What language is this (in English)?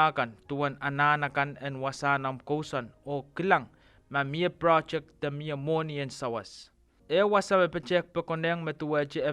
Pohnpeian